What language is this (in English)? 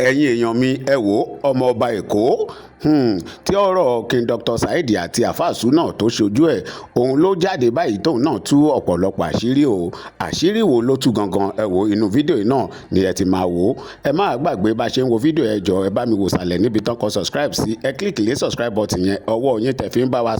Yoruba